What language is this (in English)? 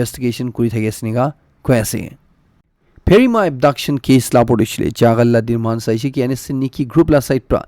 Naga Pidgin